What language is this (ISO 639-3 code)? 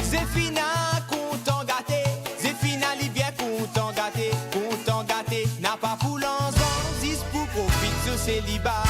mfe